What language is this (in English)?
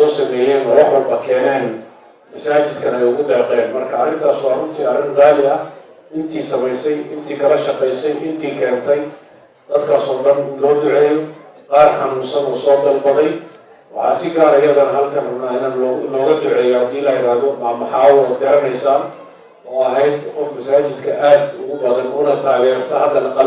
Somali